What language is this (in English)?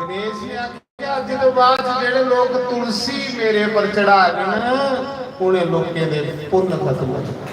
Dogri